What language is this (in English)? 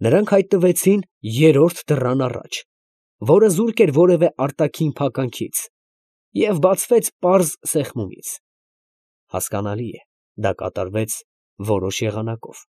Armenian